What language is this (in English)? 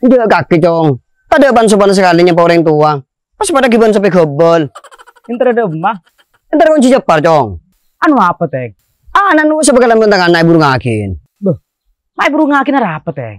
Madurese